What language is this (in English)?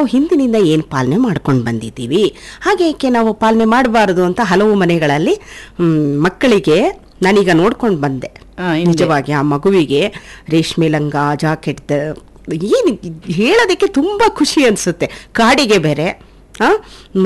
Kannada